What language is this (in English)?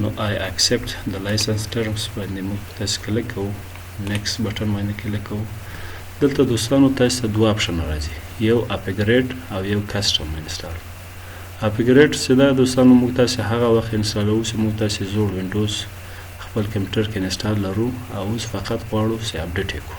Pashto